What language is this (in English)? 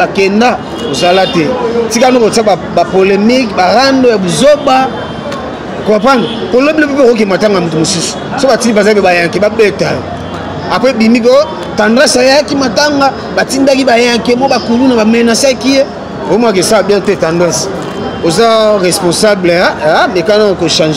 Lingala